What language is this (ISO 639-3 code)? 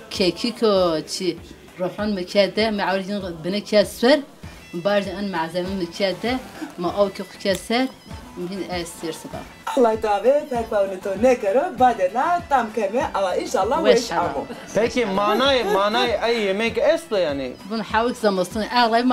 zza